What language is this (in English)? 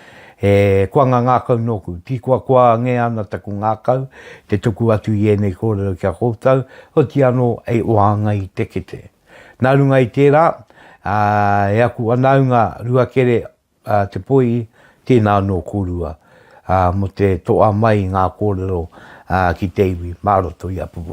Māori